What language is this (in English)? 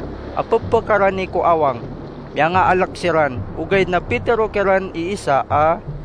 Maranao